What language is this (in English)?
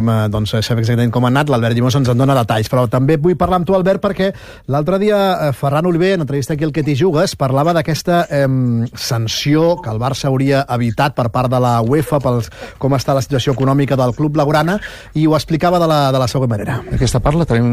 Catalan